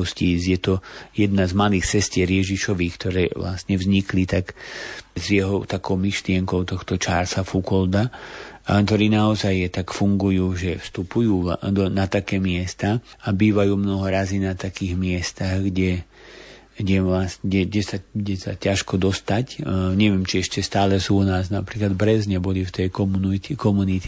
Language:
Slovak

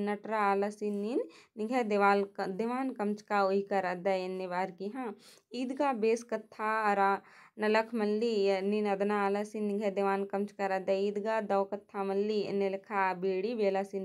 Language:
Kurukh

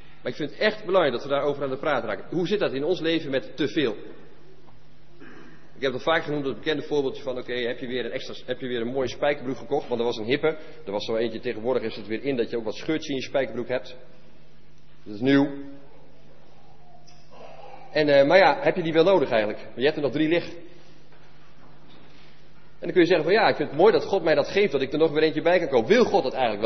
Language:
Dutch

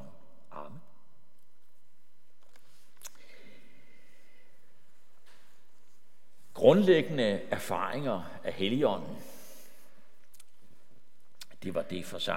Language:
Danish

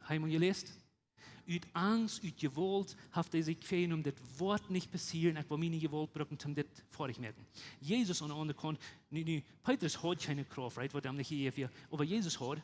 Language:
Plautdietsch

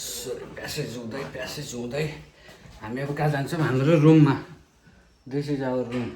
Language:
Nepali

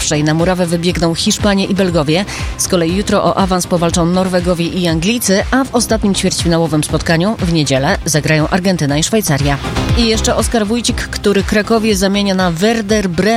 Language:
Polish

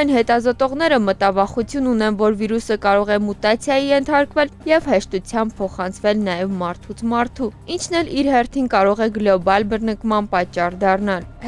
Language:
Armenian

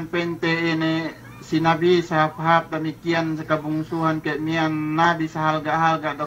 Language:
Yakan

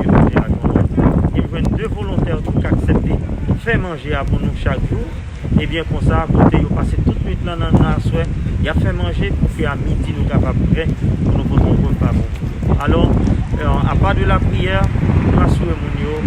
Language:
Haitian Creole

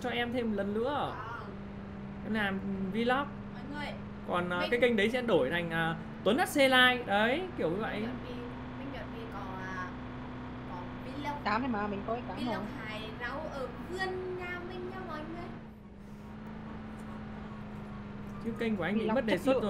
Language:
Vietnamese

